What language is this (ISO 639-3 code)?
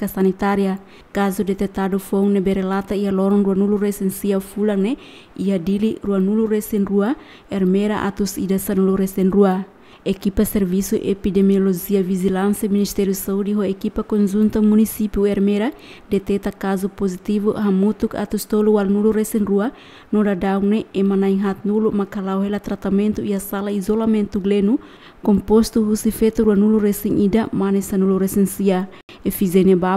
tet